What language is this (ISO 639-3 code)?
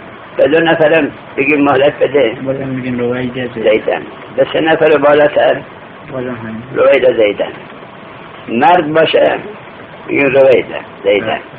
fas